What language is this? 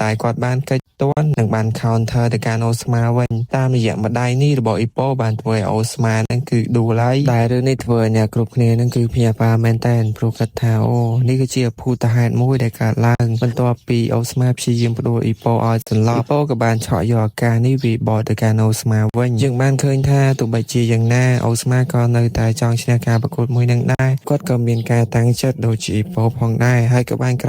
Khmer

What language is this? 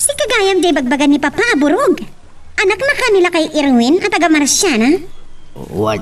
Iloko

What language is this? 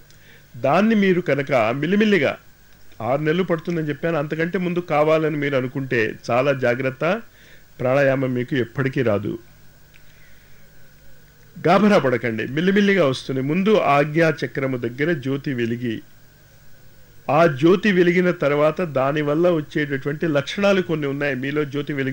Telugu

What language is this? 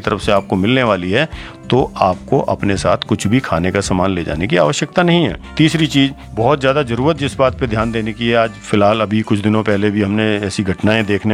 Hindi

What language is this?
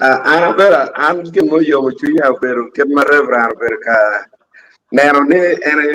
Acoli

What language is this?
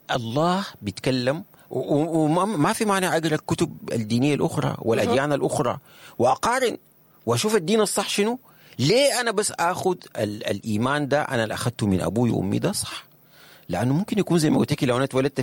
Sudanese Arabic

